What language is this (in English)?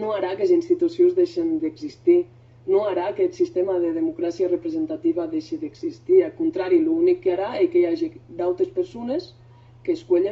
Occitan